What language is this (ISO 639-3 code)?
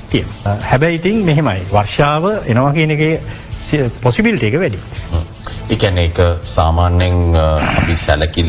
sin